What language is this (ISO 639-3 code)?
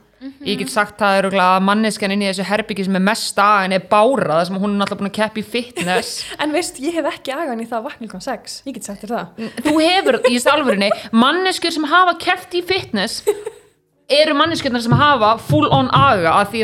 isl